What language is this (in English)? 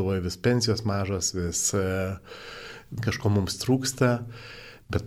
Lithuanian